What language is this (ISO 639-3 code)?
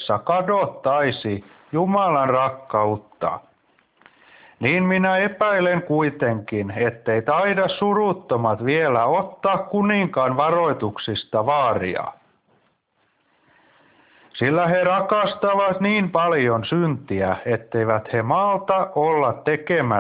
fin